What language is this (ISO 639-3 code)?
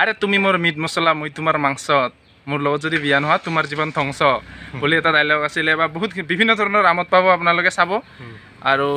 asm